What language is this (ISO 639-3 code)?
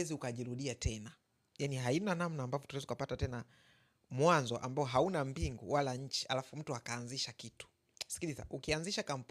swa